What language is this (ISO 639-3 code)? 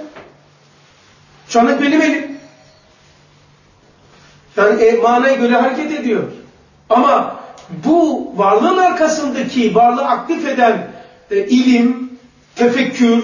tur